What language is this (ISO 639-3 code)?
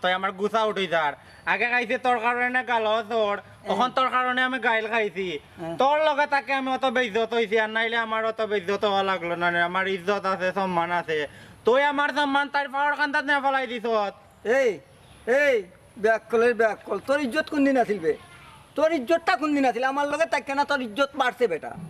syl